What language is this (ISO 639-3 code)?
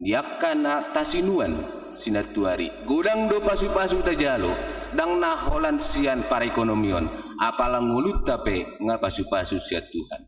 bbc